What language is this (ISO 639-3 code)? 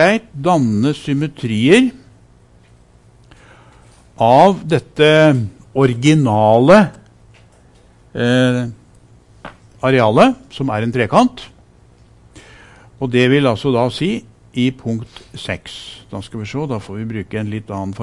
nor